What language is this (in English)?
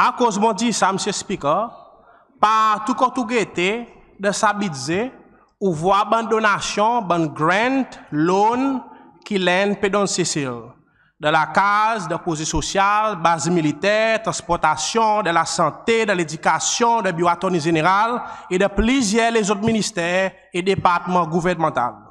Seselwa Creole French